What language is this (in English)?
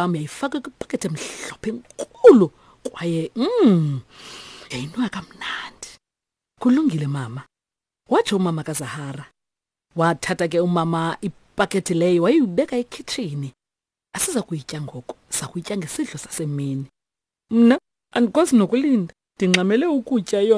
Xhosa